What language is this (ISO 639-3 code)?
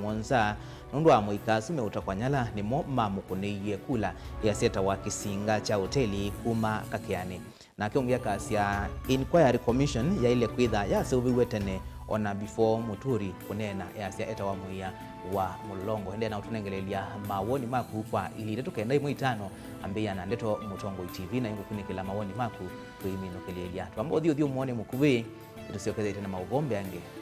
kam